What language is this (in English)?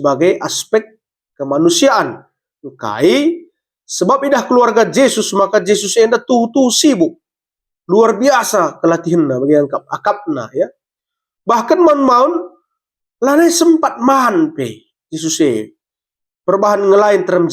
Batak Karo